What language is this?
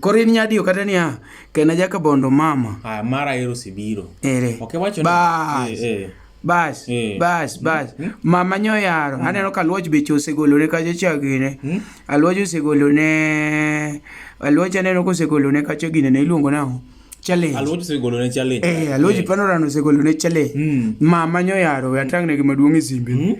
Luo (Kenya and Tanzania)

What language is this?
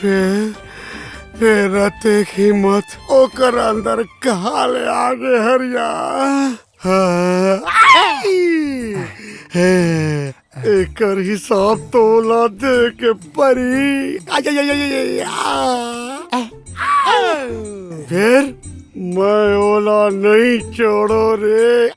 Chhattisgarhi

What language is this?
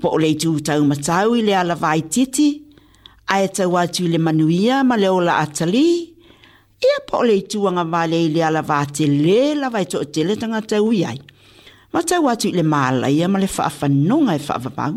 Samoan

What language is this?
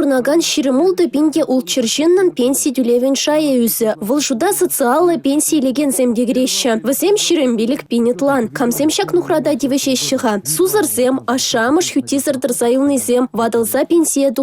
Chuvash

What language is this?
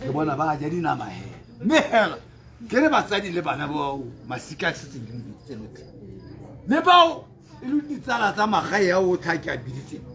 Tswana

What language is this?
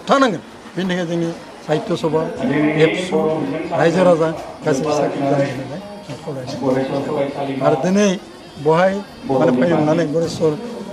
Bodo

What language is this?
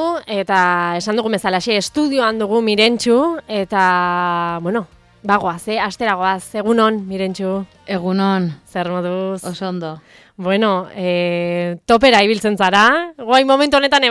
Basque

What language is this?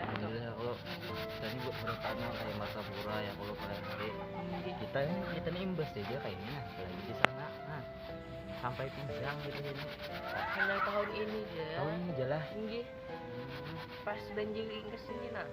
Banjar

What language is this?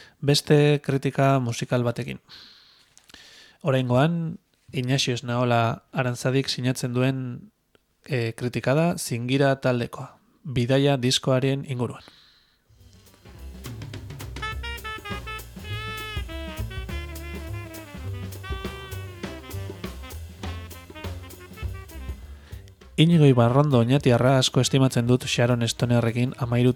Basque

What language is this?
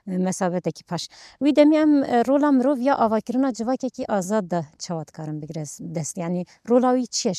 Kurdish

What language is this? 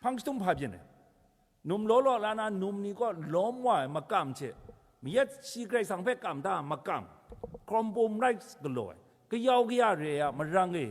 Kachin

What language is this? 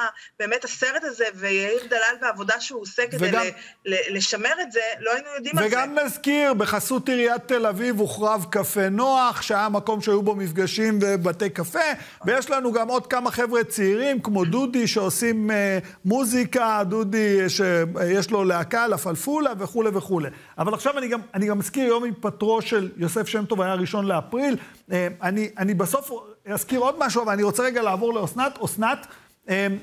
Hebrew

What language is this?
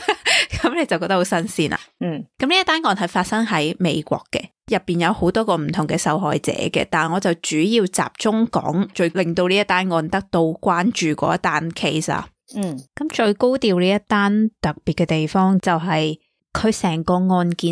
Cantonese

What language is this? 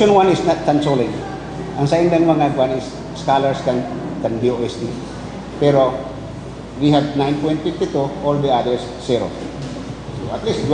Bikol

